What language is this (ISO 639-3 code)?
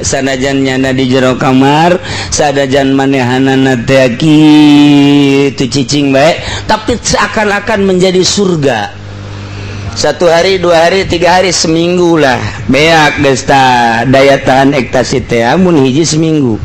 sun